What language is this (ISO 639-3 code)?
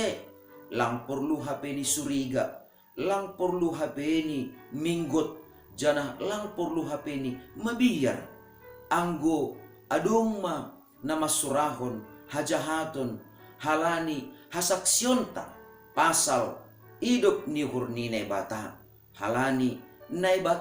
bts